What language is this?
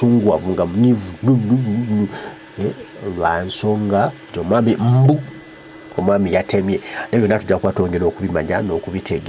Ganda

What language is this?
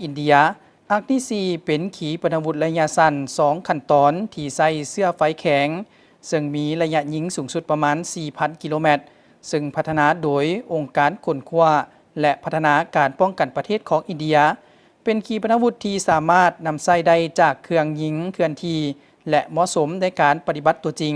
Lao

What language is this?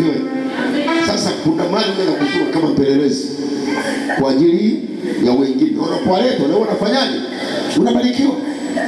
Swahili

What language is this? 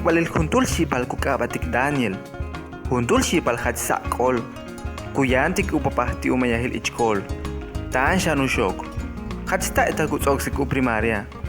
Yucateco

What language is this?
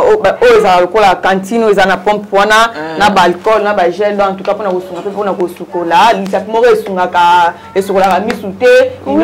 Lingala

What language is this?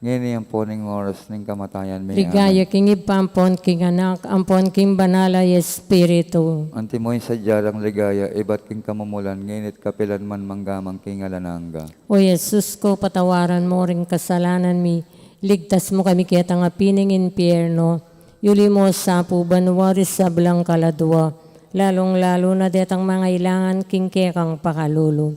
Pampanga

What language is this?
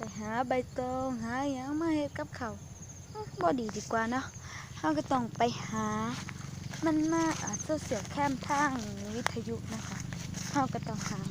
Northeastern Thai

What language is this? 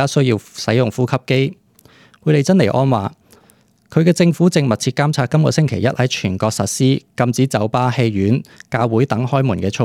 Cantonese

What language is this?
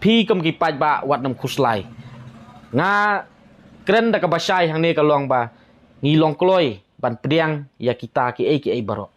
Khasi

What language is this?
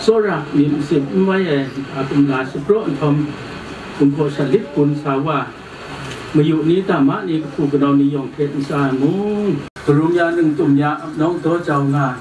Kachin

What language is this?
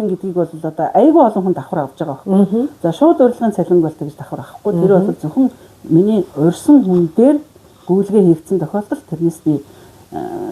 Mongolian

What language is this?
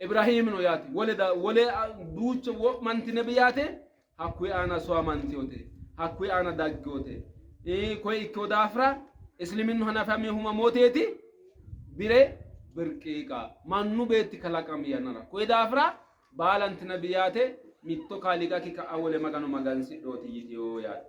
Sidamo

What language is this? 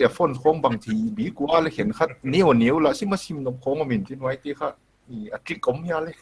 Paite Chin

